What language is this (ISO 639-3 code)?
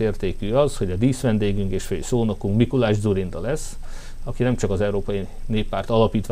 hun